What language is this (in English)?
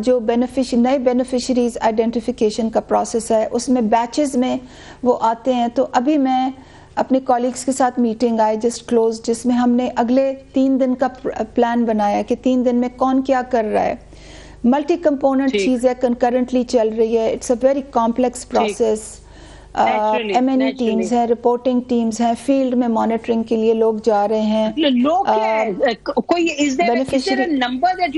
Urdu